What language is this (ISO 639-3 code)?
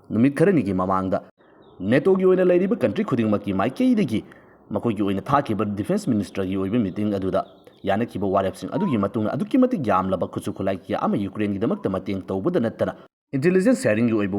mni